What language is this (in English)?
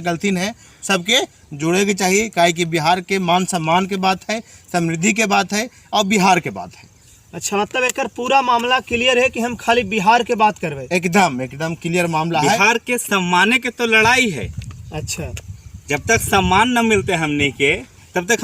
Magahi